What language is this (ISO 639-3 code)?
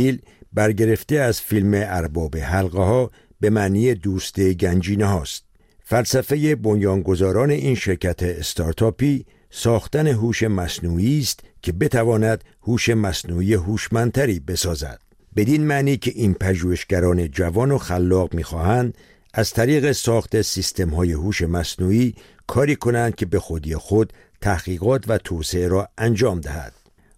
fas